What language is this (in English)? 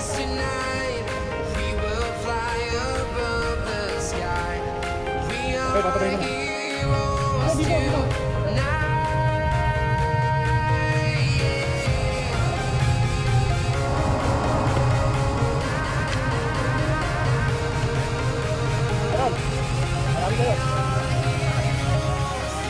Filipino